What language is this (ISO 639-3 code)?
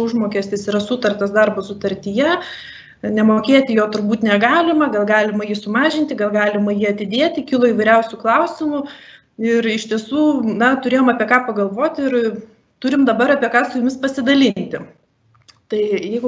lit